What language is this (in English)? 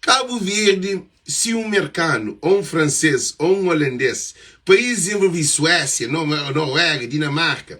Kabuverdianu